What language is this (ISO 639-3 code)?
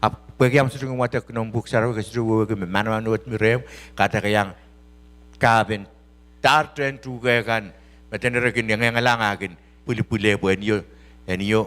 pon